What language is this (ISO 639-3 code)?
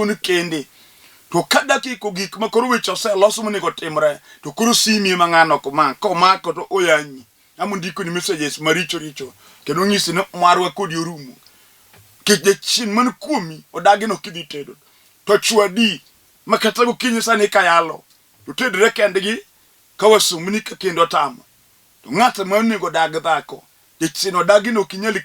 luo